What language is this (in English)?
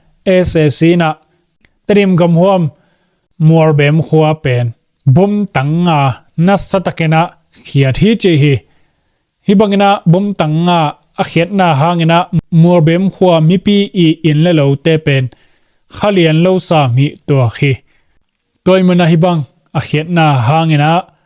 Tedim Chin